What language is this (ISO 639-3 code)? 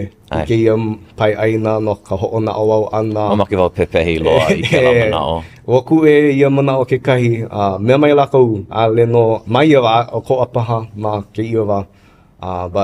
haw